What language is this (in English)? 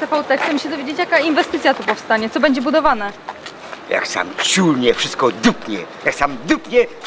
Silesian